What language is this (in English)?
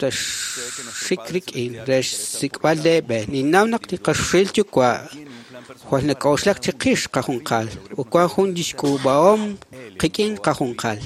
Kekchí